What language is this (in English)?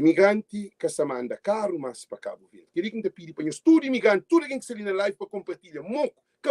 Kabuverdianu